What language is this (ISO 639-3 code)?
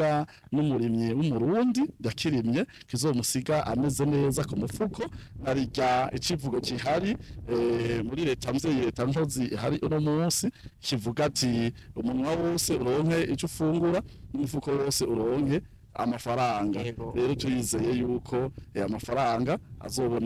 run